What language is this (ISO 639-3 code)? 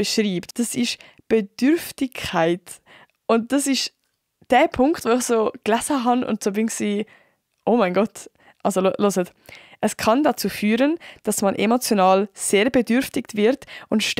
gsw